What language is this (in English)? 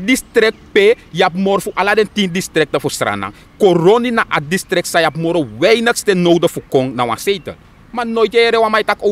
Sranan Tongo